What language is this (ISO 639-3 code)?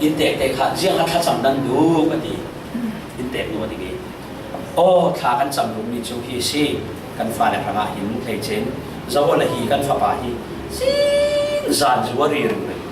cfm